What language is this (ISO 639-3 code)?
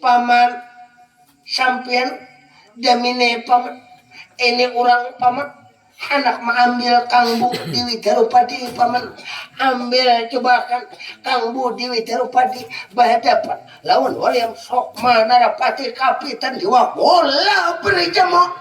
bjn